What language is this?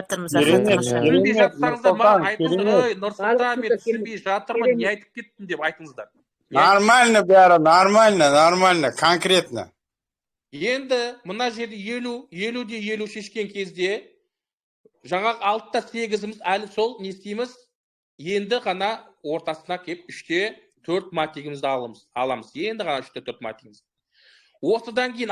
Kazakh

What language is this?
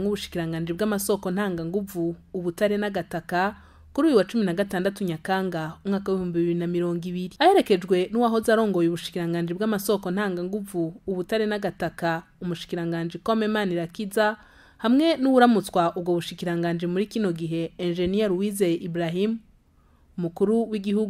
Rundi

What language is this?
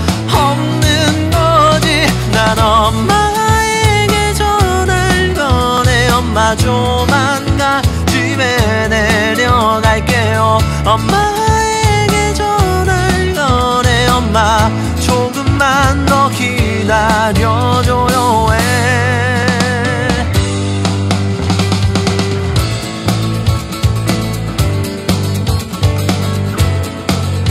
Korean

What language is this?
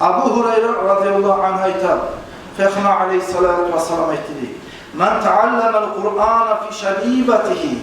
Kumyk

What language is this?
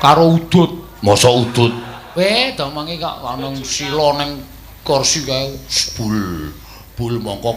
Javanese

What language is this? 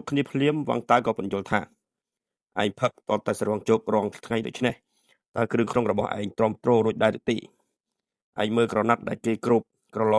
Khmer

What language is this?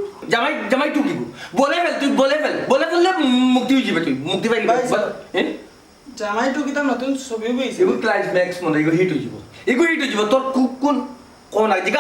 Sylheti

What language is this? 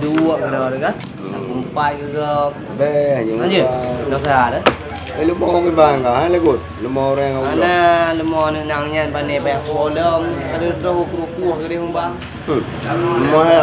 Achinese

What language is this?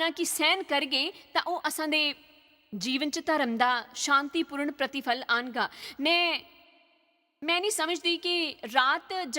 Dogri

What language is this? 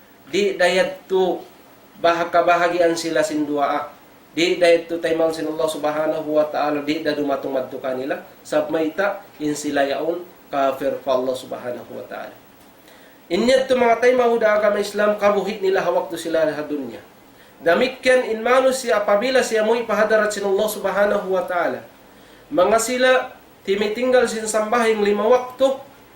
Tausug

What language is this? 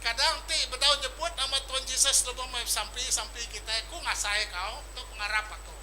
Iban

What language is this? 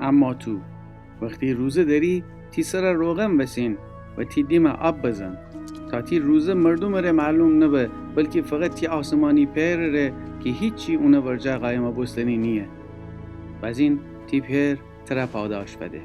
Gilaki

